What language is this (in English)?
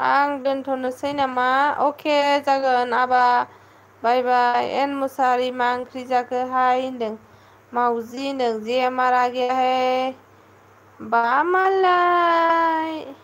Bodo